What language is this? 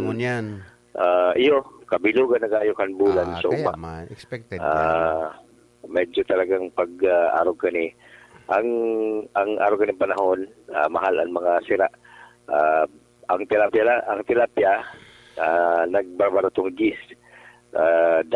Bikol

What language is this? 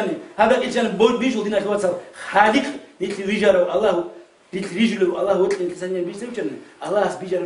Avaric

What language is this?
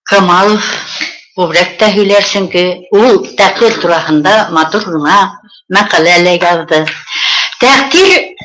Bashkir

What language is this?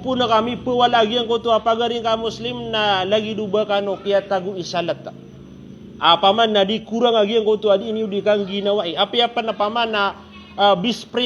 Maranao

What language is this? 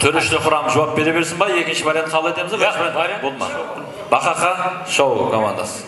Kara-Kalpak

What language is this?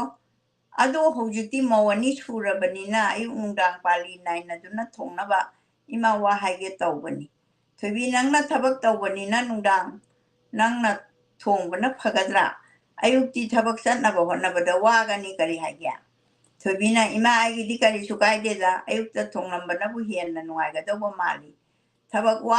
Manipuri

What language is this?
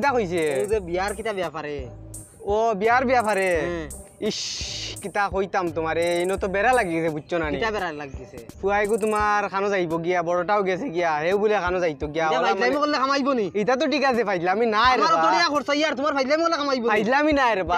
Sylheti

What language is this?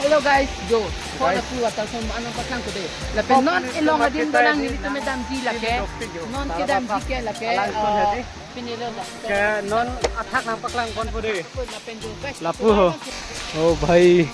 Karbi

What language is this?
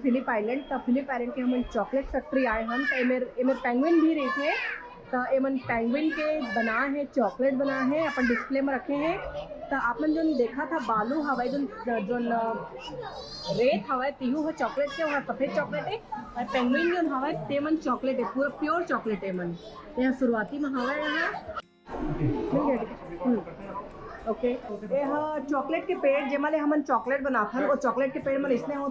Chhattisgarhi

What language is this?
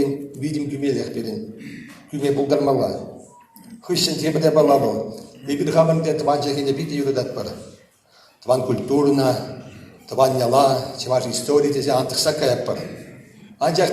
Chuvash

